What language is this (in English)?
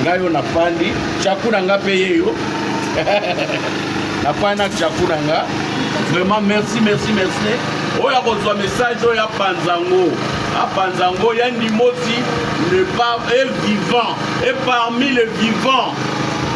Lingala